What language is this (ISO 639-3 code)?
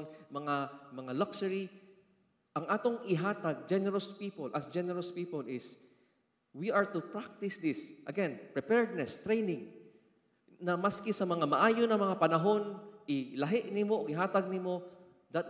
ceb